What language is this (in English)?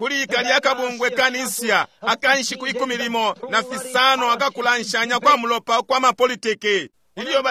Bemba